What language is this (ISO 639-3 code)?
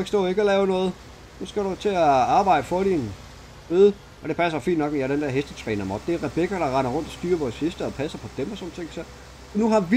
dan